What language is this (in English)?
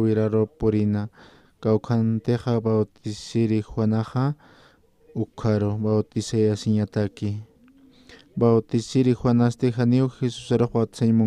Aymara